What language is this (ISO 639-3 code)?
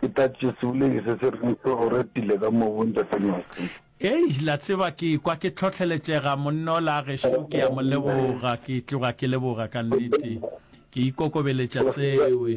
nso